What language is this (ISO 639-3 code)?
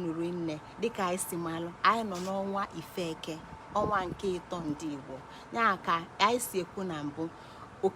ibo